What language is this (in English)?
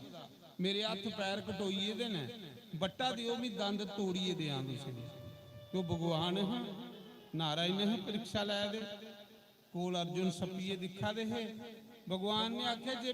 Dogri